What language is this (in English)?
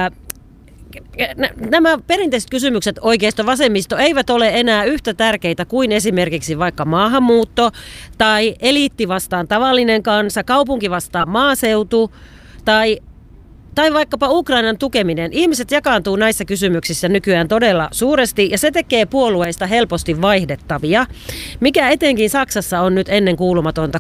Finnish